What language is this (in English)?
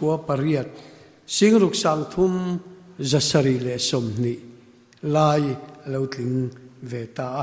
Mizo